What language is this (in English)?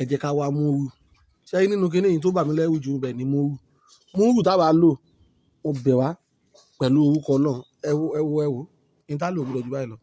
Yoruba